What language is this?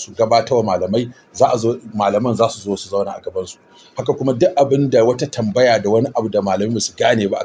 Hausa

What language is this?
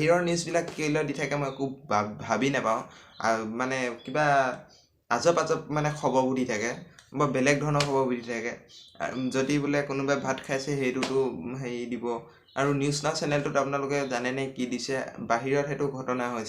Assamese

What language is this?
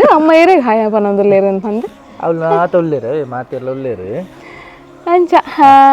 Tulu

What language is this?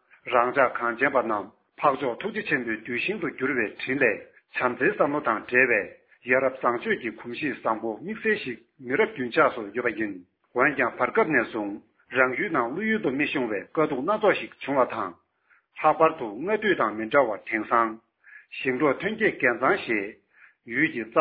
Tibetan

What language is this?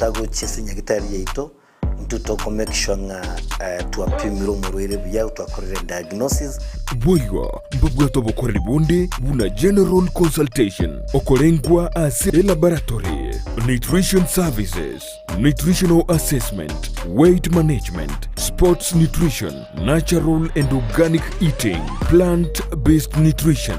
Gusii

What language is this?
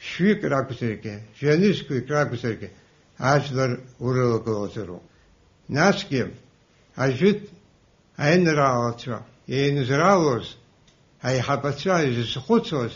Abkhazian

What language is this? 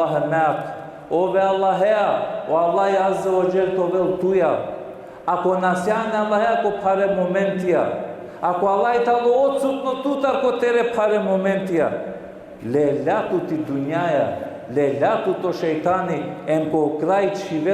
Balkan Romani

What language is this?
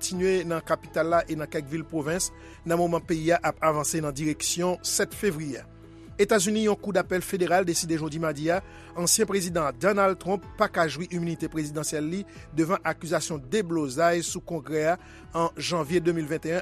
Haitian Creole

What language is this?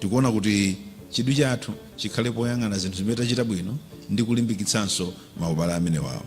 Nyanja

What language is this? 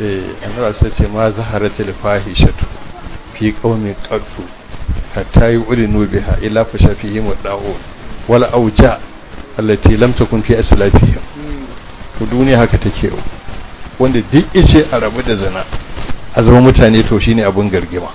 Hausa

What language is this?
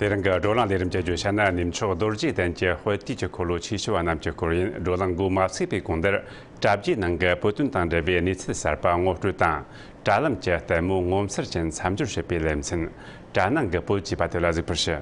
Tibetan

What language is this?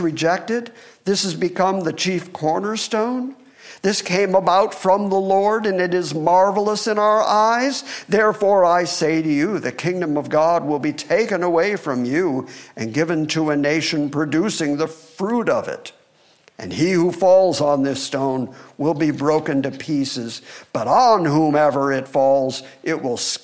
English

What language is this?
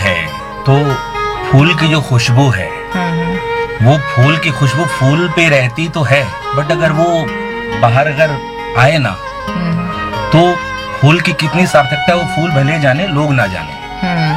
Hindi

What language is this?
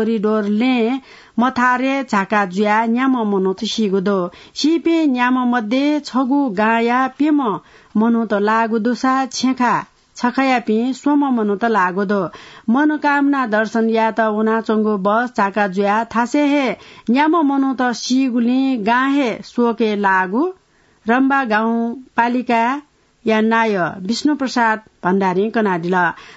Newari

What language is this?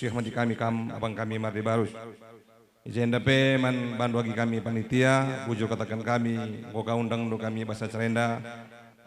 Batak Karo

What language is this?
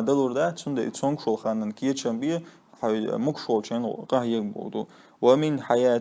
Chechen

